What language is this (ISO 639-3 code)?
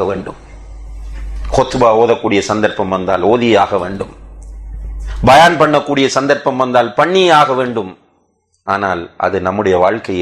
tam